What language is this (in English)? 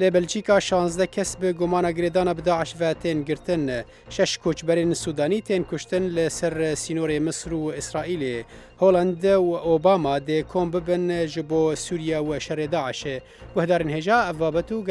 Kurdish